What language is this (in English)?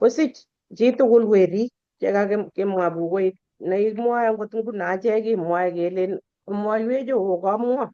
Kalenjin